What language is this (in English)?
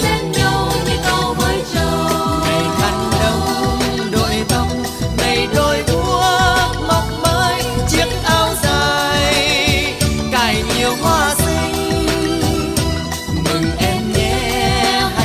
Vietnamese